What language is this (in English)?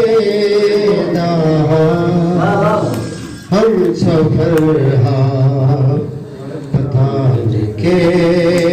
Saraiki